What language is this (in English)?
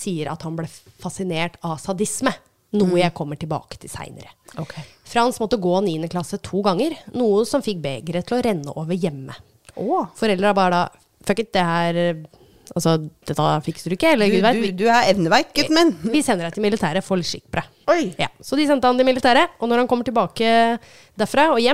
Norwegian